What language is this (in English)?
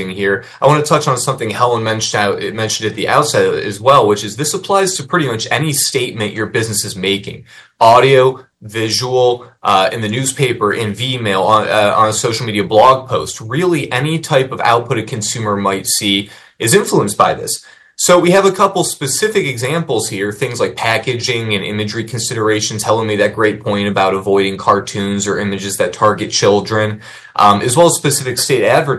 English